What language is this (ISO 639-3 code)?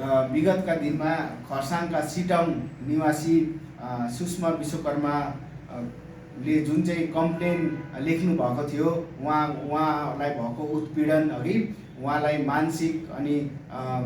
nep